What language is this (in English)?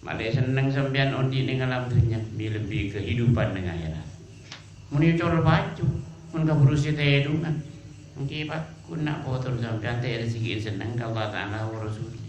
Madurese